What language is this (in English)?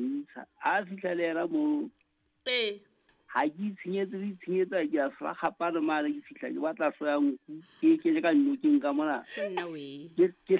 Southern Sotho